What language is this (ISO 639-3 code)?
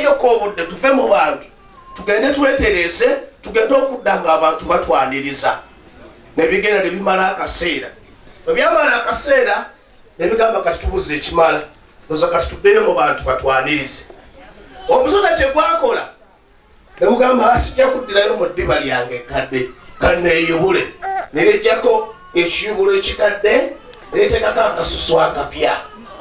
lug